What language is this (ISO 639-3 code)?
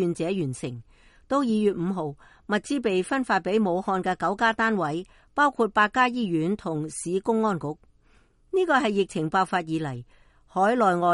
yue